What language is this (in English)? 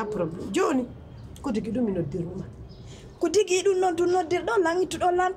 Pular